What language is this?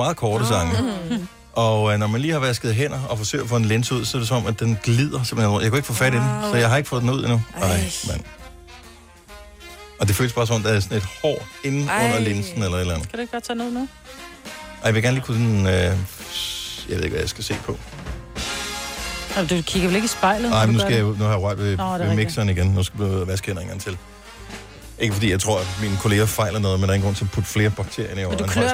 Danish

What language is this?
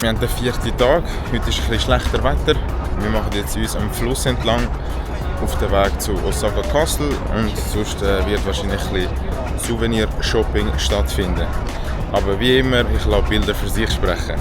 Swiss German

